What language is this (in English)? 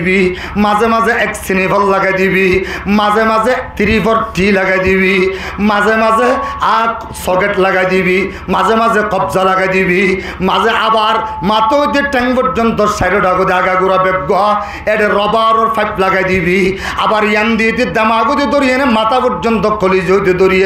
Rohingya